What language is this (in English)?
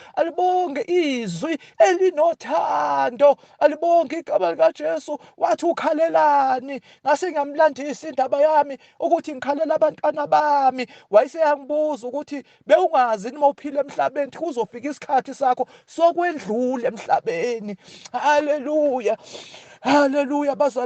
Zulu